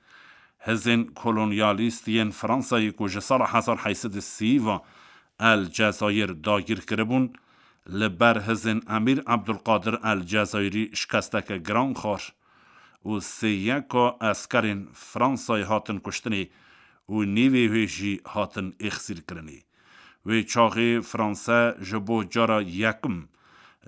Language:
Kurdish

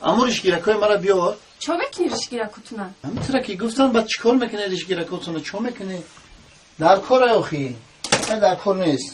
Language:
Tajik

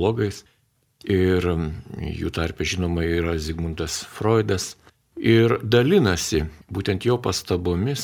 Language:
Lithuanian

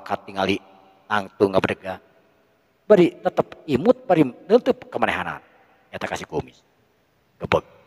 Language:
Sundanese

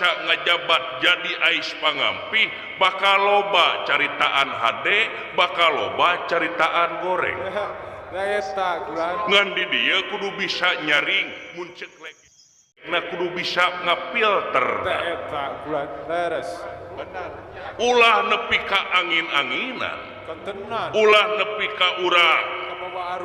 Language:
Sundanese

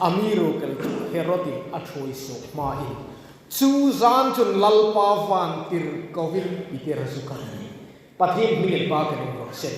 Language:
Hmar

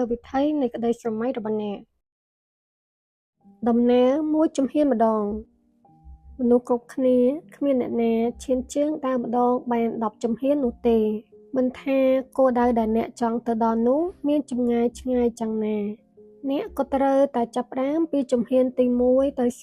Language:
Khmer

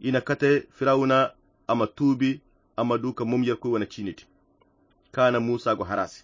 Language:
Koyra Chiini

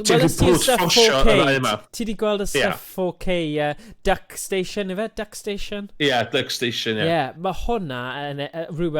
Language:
Welsh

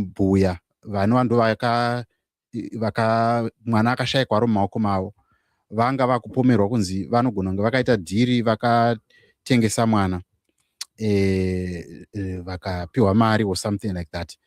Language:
Shona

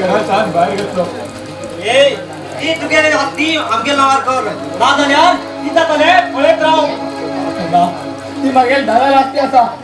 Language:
Konkani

